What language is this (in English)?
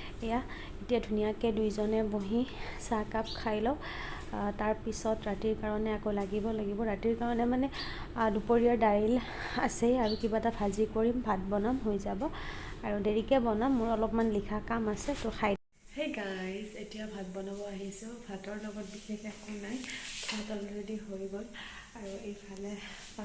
Assamese